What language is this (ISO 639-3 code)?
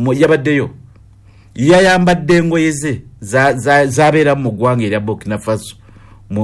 lug